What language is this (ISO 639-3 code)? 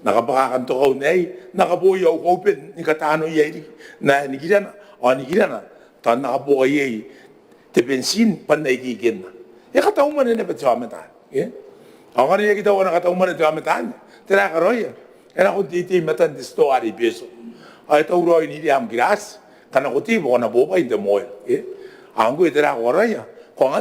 gil